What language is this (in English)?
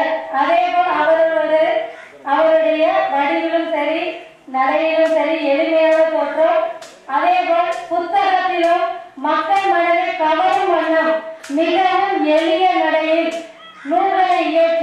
Tamil